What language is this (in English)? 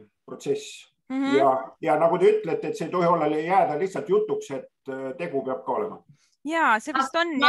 Estonian